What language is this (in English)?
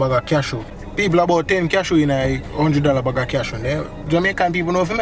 Jamaican Creole English